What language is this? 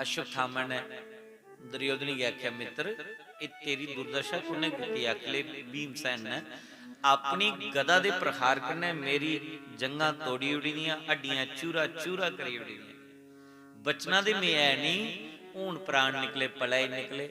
Dogri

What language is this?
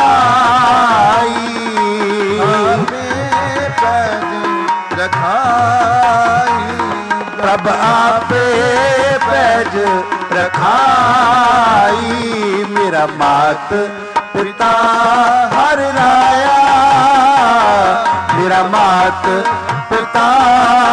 Punjabi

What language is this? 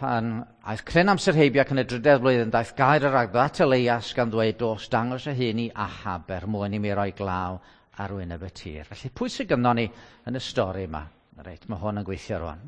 Welsh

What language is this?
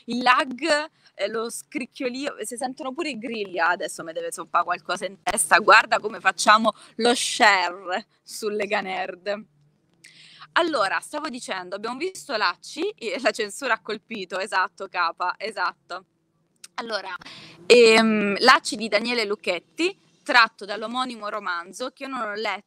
Italian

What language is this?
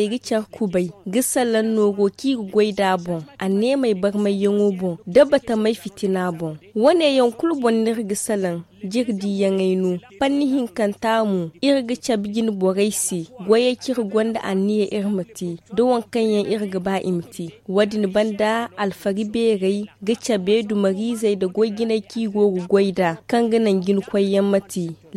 Zarma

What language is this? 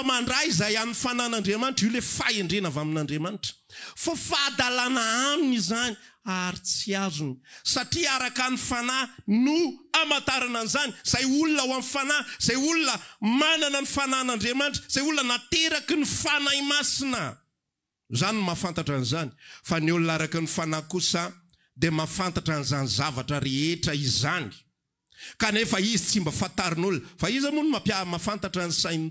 Malagasy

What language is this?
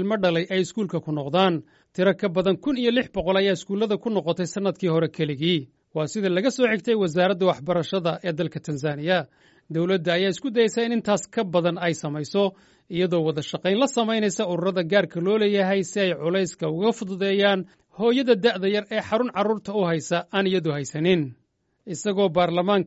Somali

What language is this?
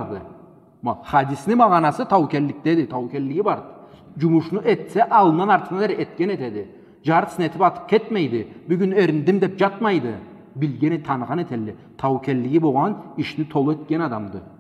Karachay-Balkar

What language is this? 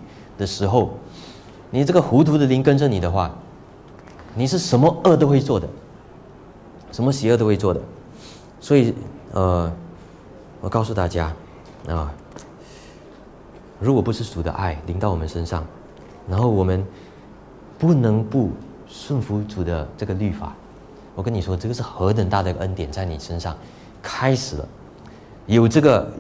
Chinese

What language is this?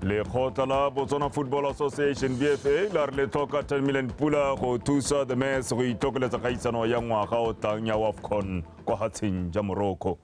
Tswana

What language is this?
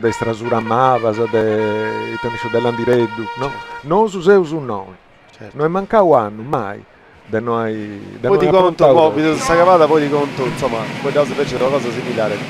Sardinian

